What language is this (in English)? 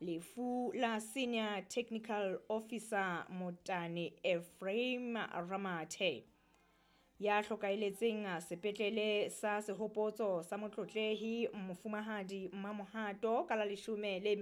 Southern Sotho